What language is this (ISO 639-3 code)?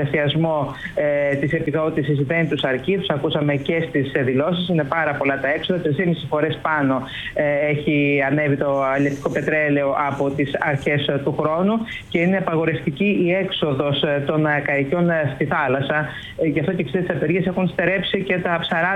ell